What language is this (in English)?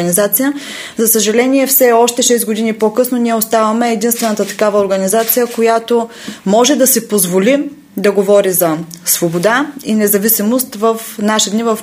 Bulgarian